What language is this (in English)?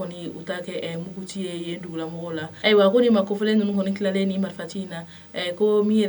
Bambara